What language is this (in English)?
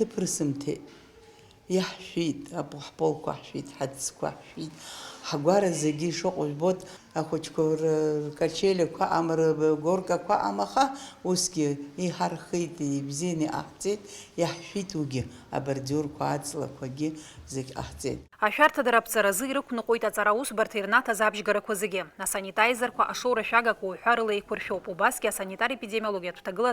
Abkhazian